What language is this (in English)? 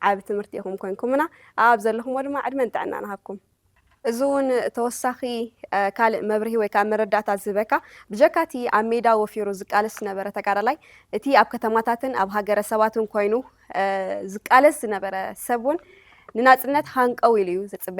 Tigrinya